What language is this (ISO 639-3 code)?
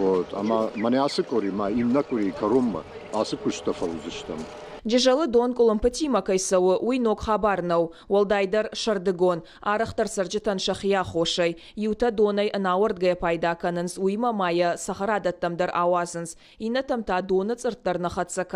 oss